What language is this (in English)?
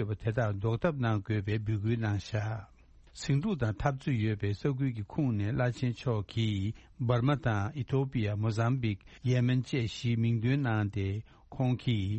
Tibetan